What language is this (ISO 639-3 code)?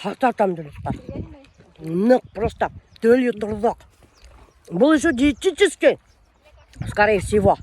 bak